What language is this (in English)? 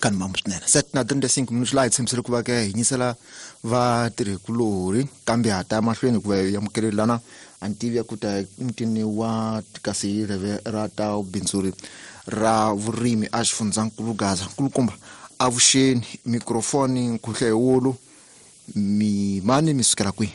Tsonga